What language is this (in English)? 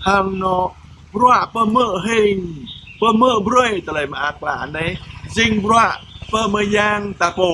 Jarai